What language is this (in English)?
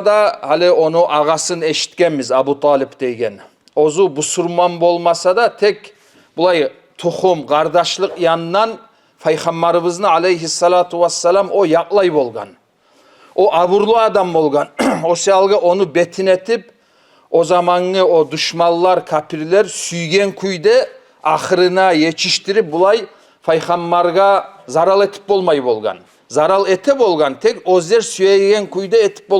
Kumyk